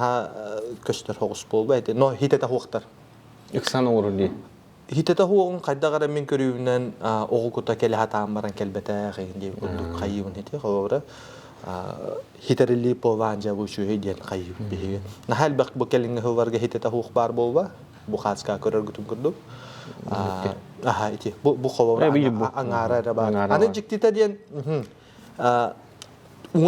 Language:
Yakut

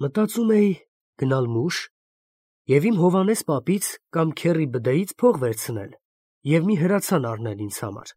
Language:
Armenian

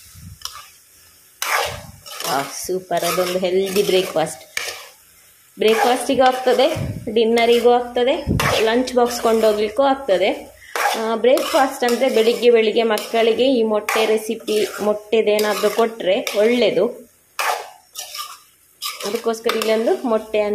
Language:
Kannada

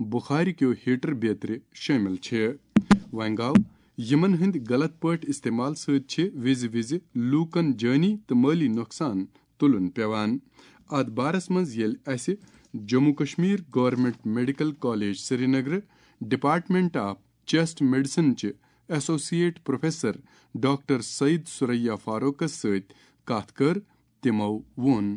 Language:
Kashmiri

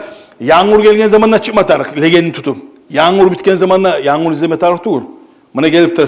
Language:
Kumyk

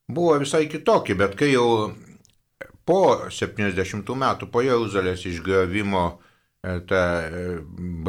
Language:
Lithuanian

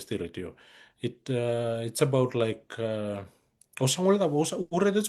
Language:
Fijian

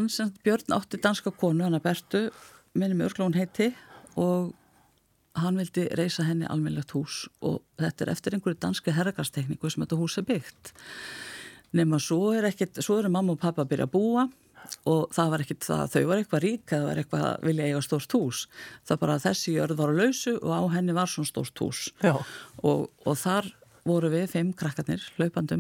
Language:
Icelandic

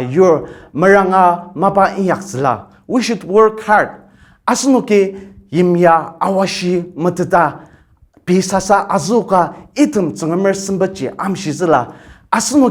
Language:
Ao Naga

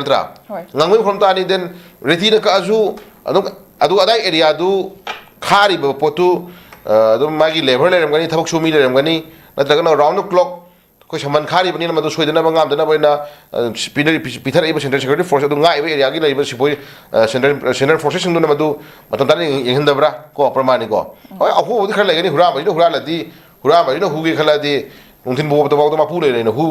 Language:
Manipuri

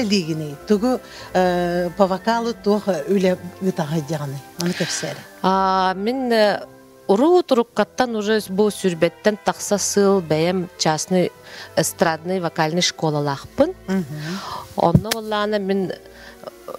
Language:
Yakut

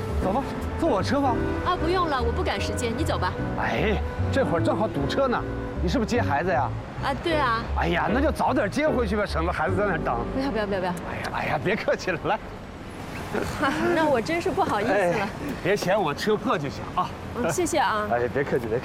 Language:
Chinese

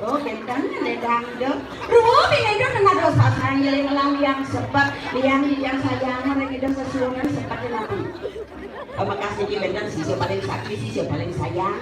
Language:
Balinese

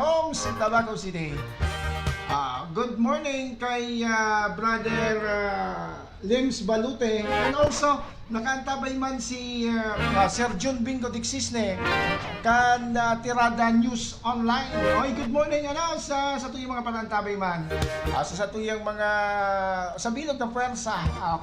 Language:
Bikol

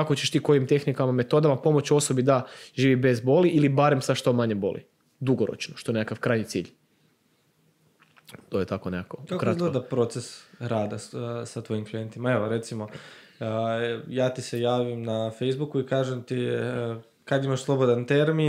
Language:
Croatian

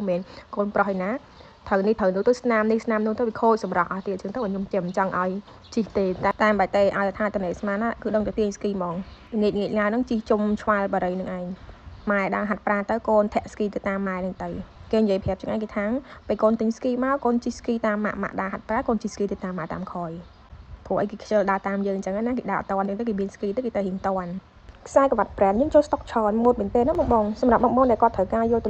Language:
Khmer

